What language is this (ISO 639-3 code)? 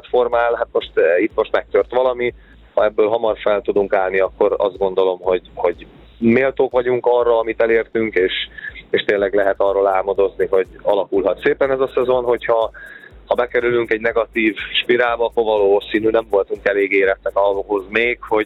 hun